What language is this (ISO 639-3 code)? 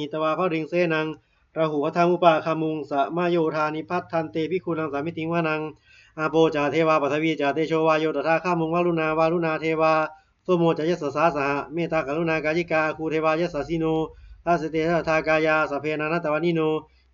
pli